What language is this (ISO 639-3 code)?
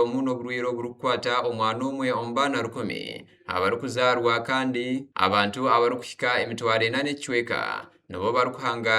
nyn